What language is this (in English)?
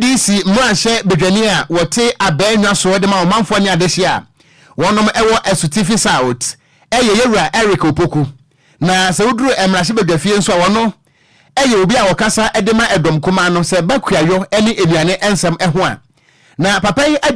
Akan